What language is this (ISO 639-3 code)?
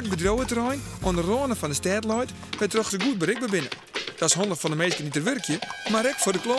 fry